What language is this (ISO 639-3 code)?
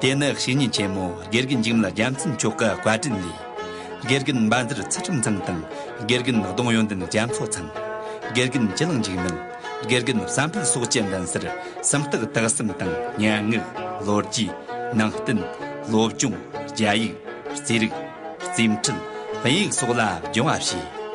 adx